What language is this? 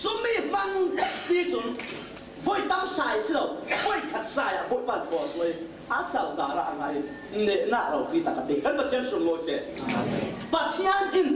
Falam Chin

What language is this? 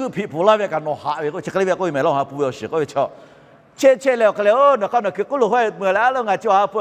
Lahu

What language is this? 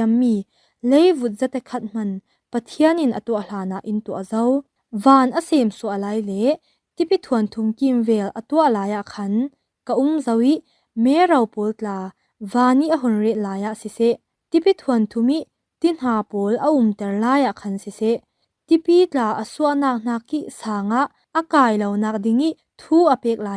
Falam Chin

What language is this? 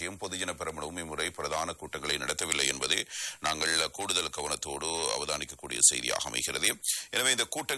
Tamil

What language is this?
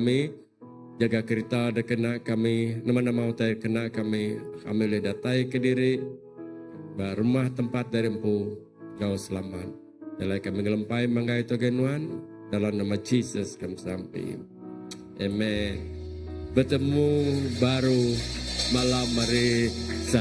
Iban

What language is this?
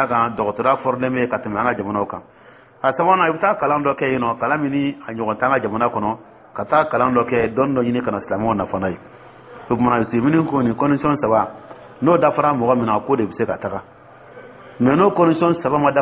Dyula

